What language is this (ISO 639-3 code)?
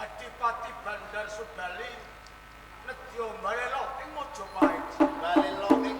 jav